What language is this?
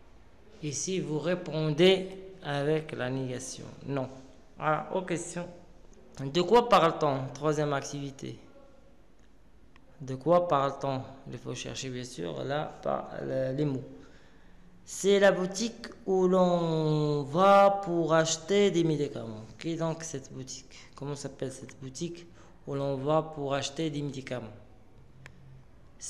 French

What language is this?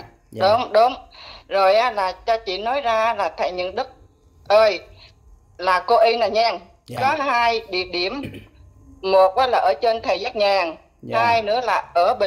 Vietnamese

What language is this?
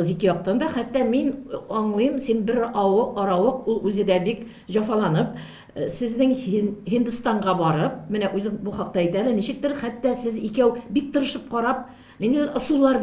Tatar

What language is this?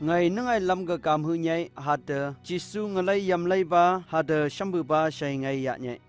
Phom Naga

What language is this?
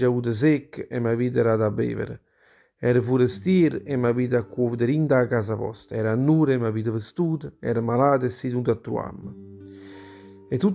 Neapolitan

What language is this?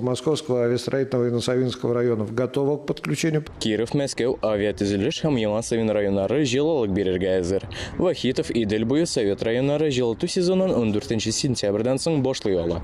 Tatar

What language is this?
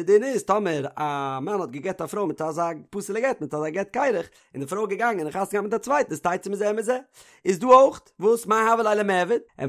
Yiddish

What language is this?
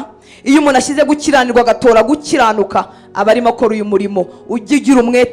Kinyarwanda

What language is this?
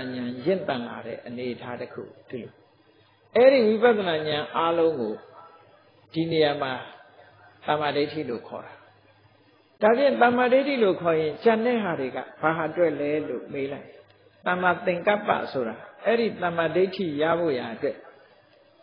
Burmese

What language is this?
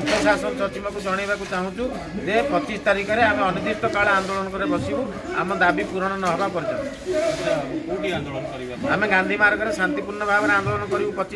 Odia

